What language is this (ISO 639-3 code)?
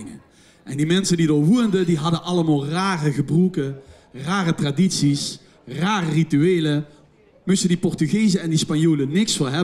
lim